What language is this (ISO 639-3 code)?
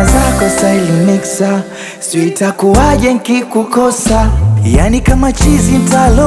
swa